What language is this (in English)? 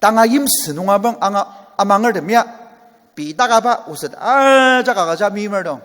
Ao Naga